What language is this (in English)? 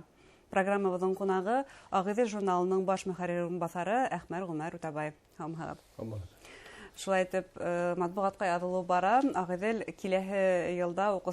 Bashkir